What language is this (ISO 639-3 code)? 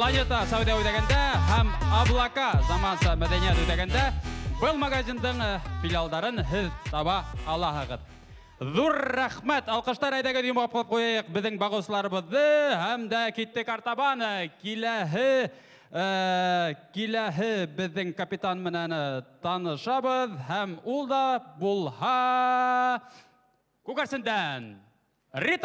bak